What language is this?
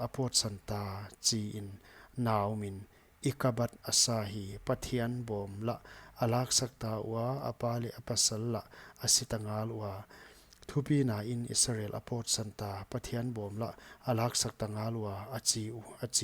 Paite Chin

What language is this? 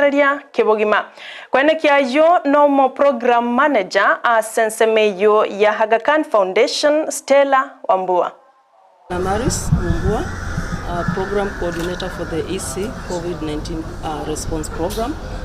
Gusii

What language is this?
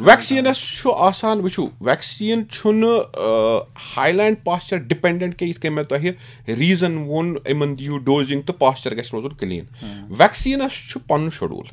Kashmiri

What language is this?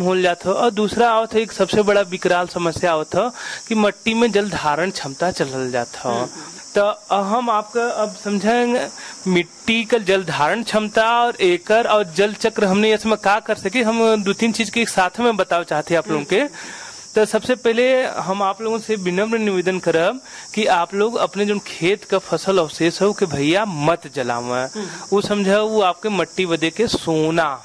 Bhojpuri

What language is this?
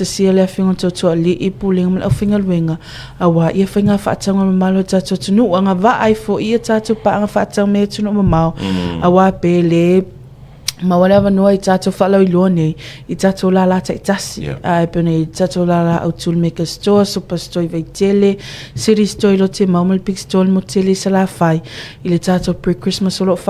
Samoan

